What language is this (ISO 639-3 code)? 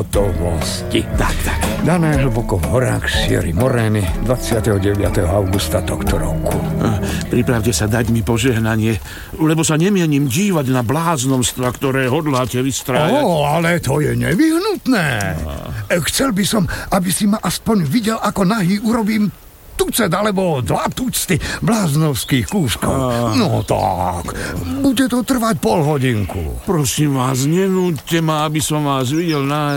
slk